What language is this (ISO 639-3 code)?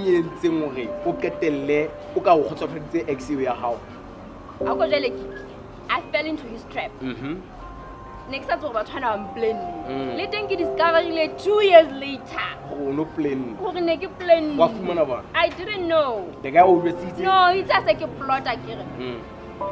sot